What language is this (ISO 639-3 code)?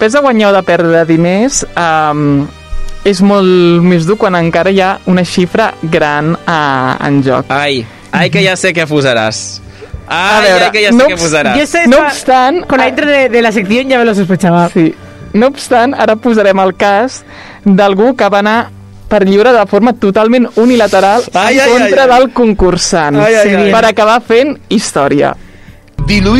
cat